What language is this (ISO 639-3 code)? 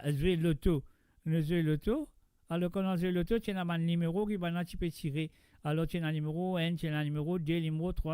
mfe